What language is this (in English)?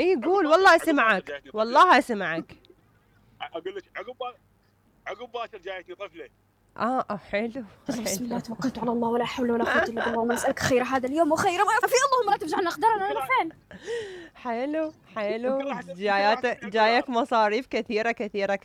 Mesopotamian Arabic